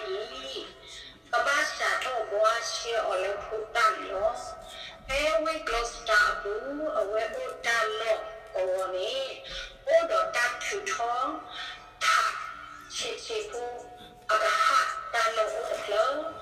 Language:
S'gaw Karen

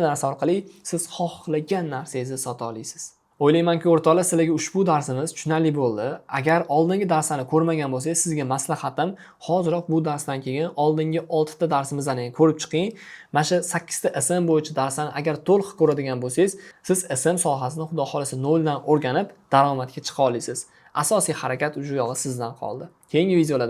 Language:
Uzbek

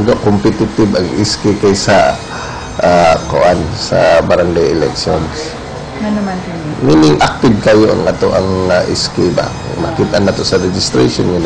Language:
Cebuano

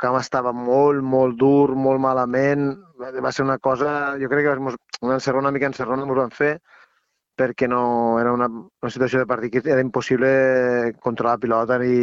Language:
Catalan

